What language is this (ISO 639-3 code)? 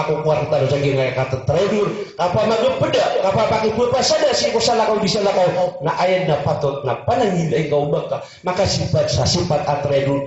mrw